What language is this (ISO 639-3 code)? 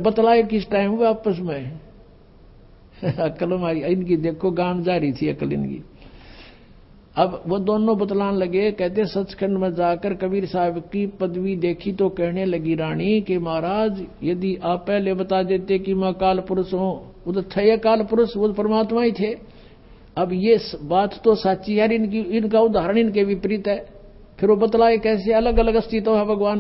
hin